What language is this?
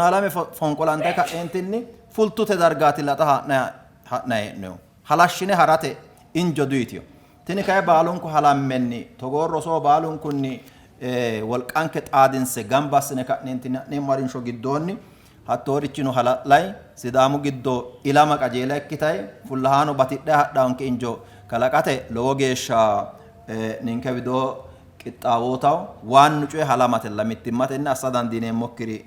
Sidamo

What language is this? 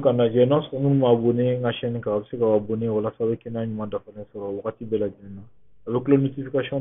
Bambara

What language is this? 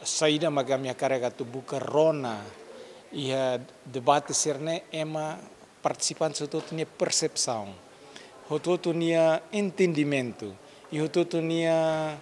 Tetum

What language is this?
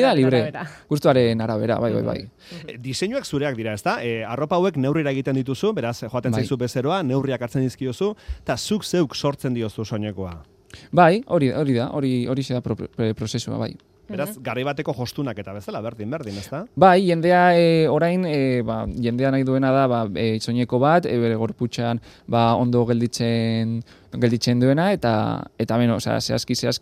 Basque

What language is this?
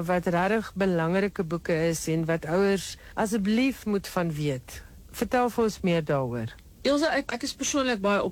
Afrikaans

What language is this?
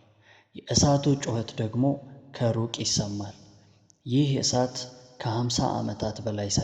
Amharic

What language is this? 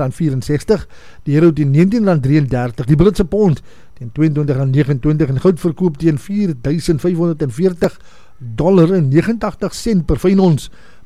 Afrikaans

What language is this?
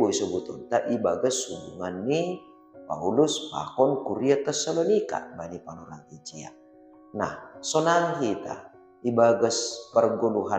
Batak Simalungun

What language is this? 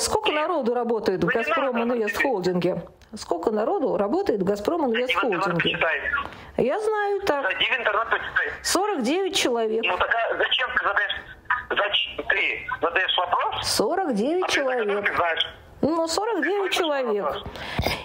Russian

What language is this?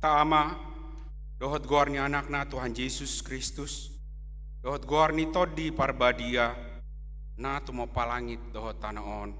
Batak Toba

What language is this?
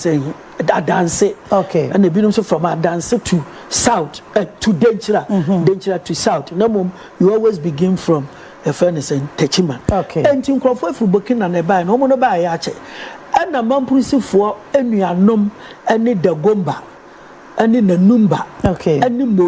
Akan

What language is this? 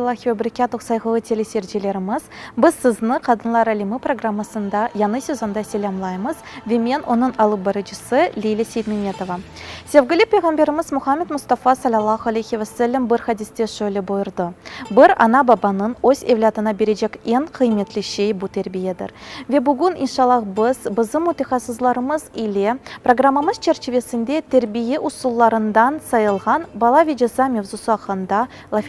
Crimean Tatar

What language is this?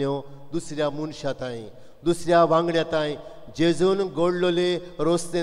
Konkani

